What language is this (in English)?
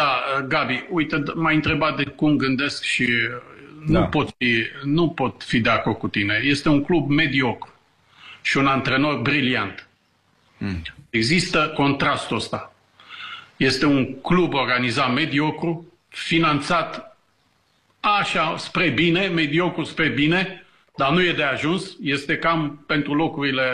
Romanian